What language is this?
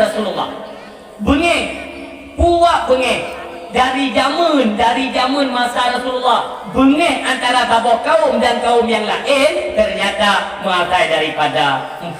Achinese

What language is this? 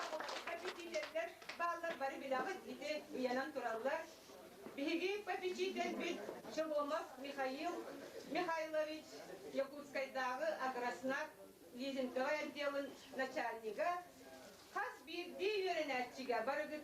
Yakut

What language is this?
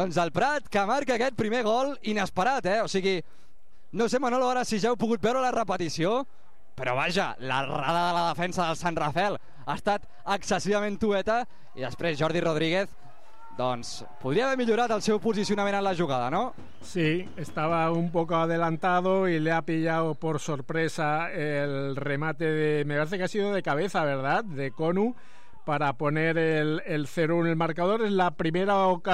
Catalan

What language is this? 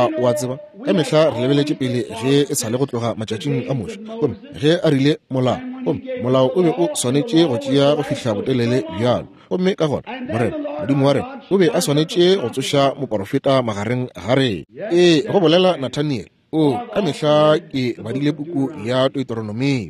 Northern Sotho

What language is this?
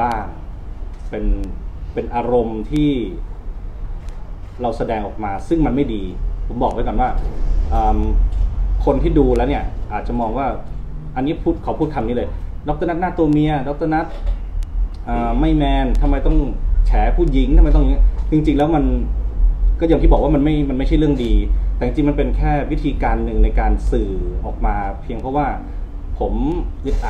Thai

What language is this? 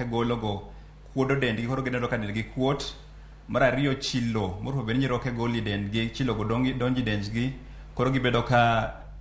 Luo (Kenya and Tanzania)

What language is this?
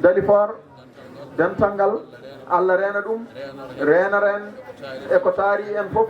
Fula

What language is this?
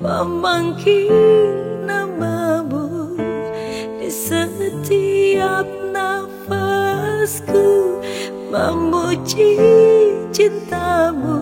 Minangkabau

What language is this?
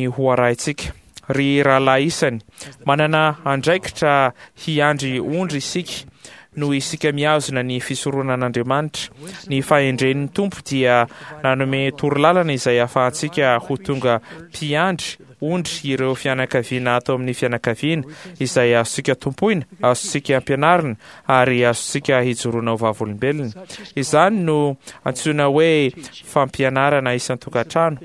Malagasy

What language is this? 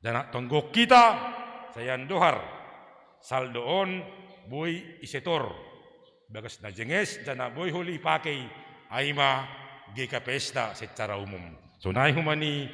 Batak Simalungun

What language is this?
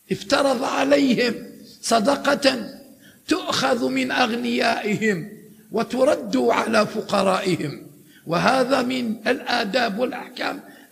Arabic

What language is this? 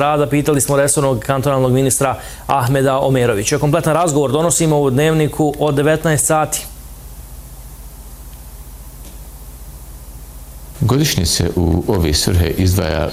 Bosnian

